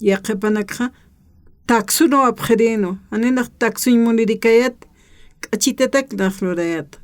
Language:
Aymara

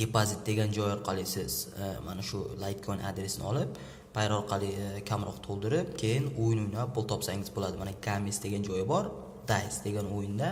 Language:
Uzbek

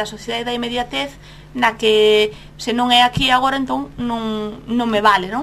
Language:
Galician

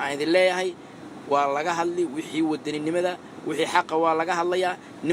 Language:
Somali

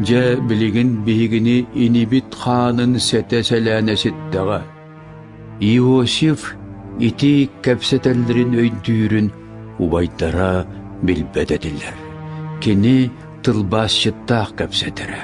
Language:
Yakut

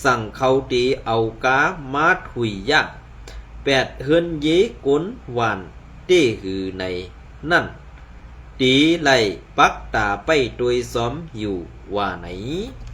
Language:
Shan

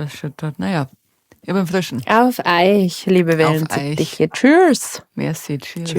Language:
Bavarian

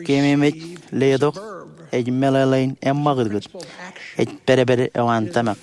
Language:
Marshallese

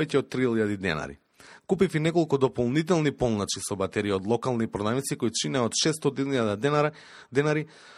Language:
Macedonian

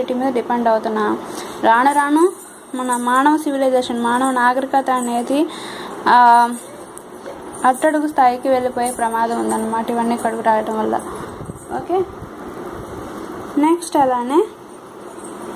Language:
Telugu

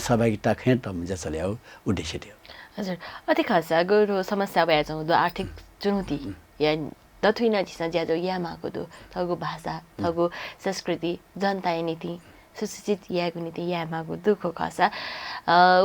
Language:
Newari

